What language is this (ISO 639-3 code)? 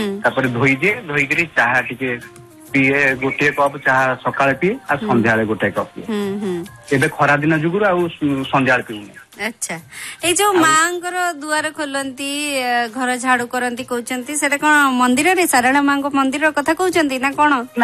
ori